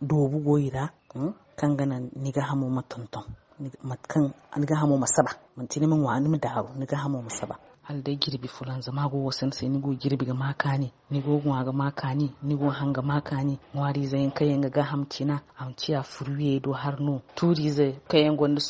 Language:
Zarma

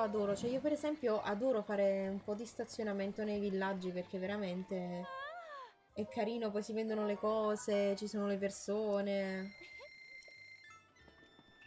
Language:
Italian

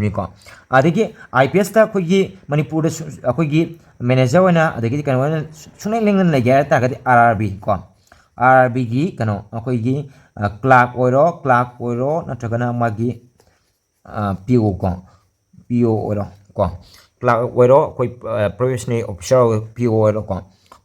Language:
Manipuri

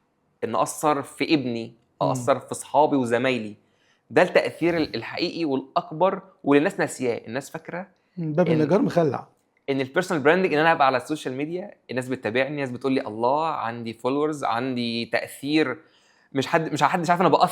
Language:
Egyptian Arabic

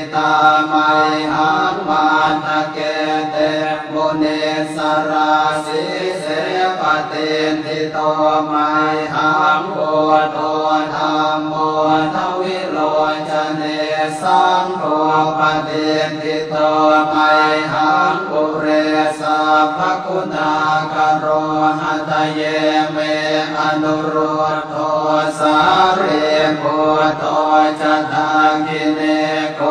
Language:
Pali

